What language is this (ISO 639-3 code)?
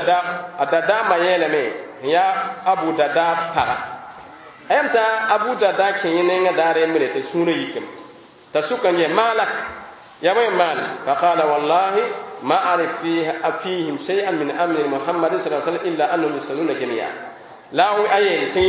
mos